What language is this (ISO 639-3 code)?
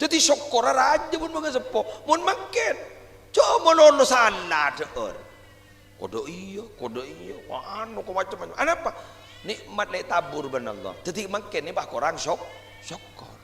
mad